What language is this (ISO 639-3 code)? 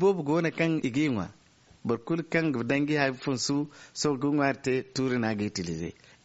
dje